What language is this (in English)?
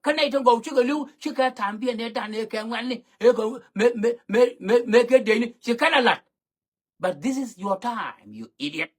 Nuer